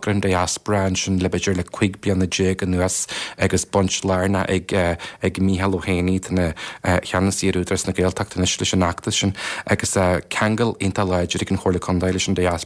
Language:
Irish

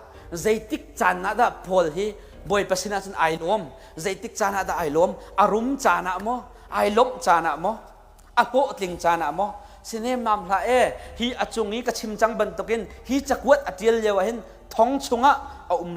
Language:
Hakha Chin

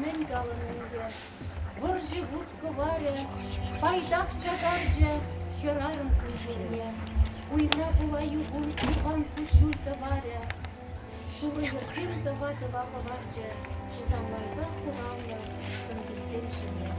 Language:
Chuvash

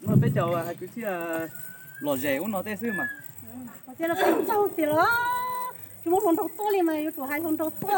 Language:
Hmong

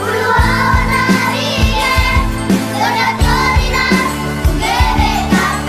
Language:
Batak Karo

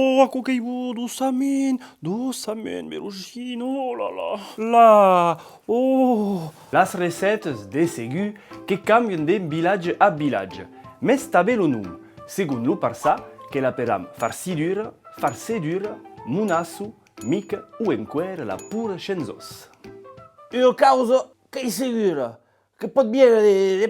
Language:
Occitan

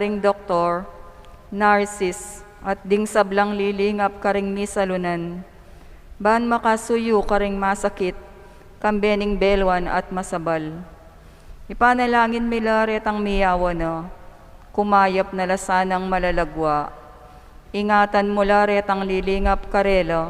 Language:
Pampanga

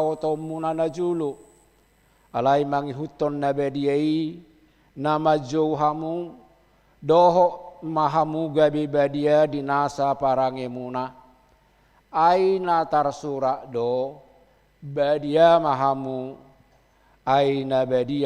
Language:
Batak Toba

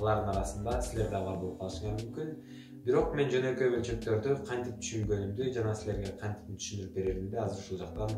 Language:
Kyrgyz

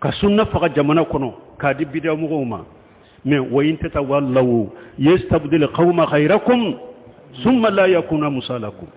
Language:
Bambara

